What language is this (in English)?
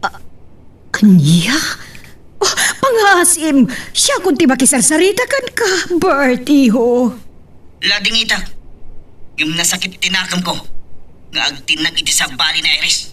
Iloko